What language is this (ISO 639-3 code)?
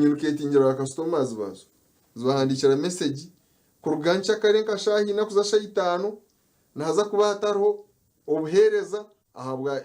nyn